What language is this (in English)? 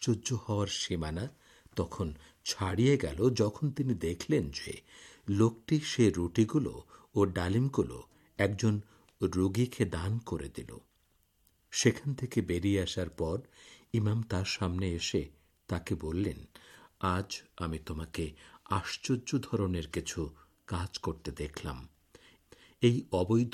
Bangla